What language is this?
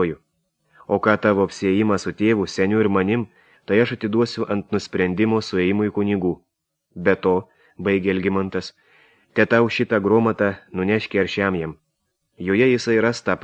Lithuanian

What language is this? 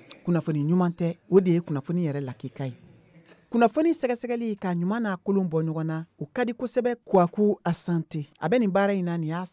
Bambara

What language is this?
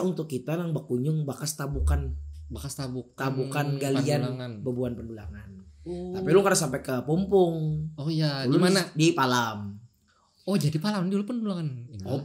Banjar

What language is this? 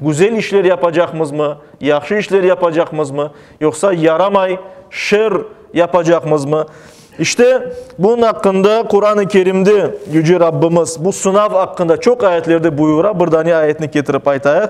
Crimean Tatar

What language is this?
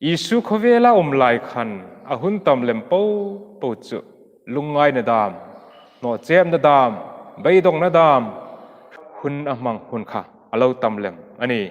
Hmar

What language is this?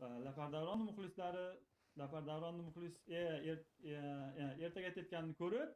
Uzbek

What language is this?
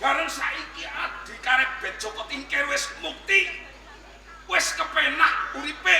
Javanese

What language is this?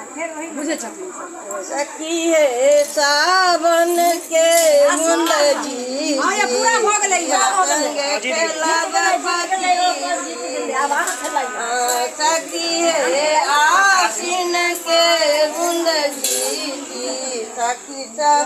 Maithili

